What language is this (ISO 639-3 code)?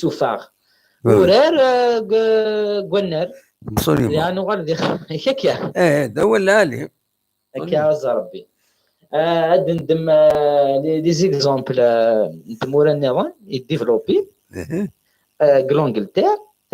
kab